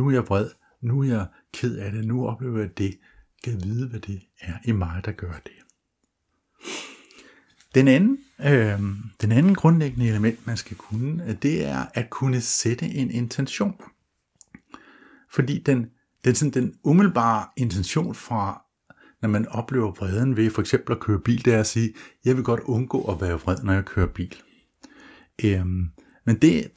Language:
Danish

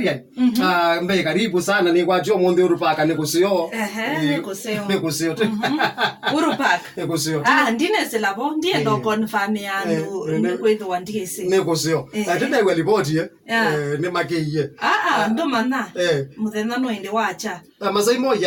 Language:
Kamba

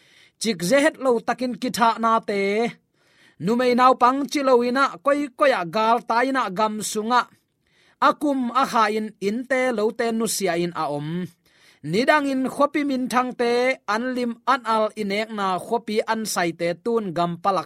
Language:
Tedim Chin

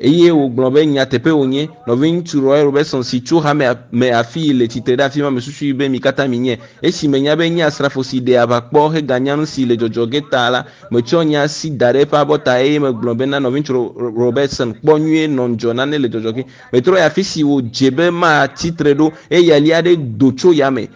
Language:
Ewe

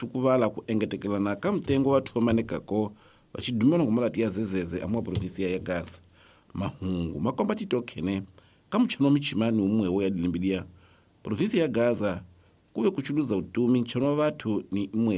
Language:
Tsonga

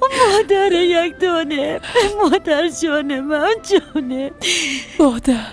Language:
Persian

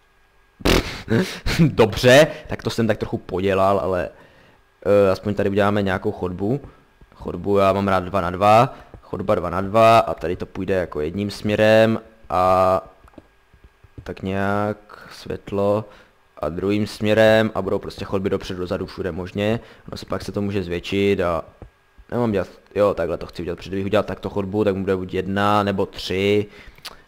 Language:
Czech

